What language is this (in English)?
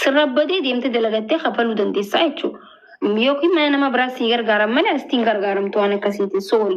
Oromo